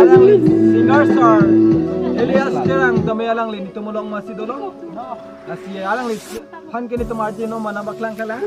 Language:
Karbi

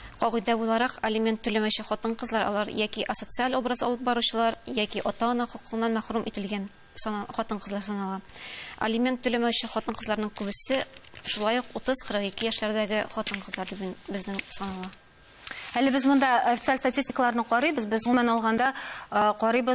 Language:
Tatar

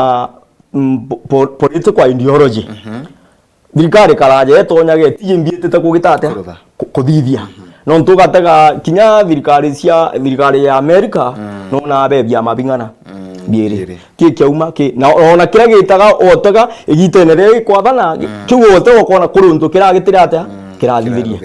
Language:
Meru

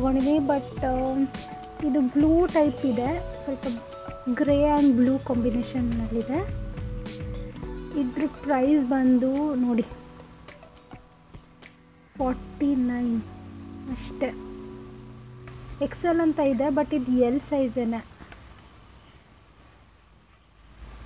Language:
Kannada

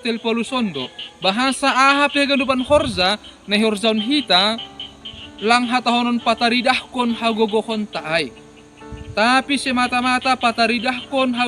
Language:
Batak Simalungun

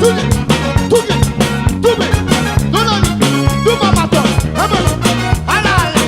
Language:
Réunion Creole French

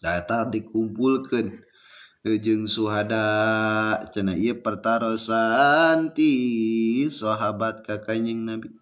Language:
Sundanese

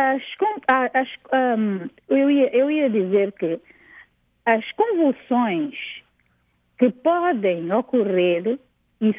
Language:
Portuguese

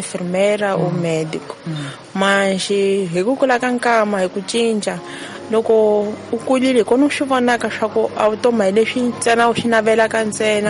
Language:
Tsonga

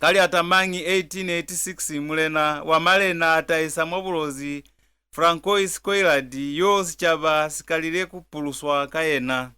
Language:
Lozi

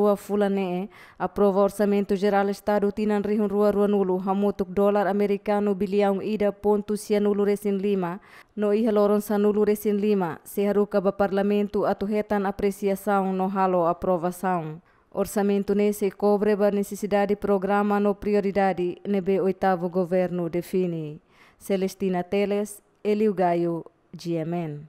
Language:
Tetum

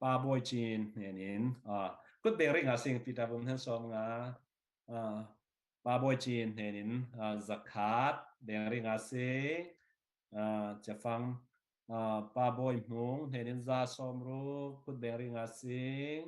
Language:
Falam Chin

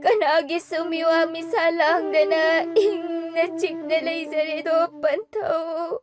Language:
Manipuri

